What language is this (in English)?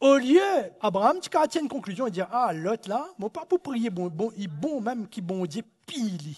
Morisyen